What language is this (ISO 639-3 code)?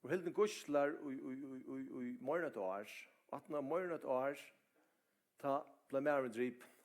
fao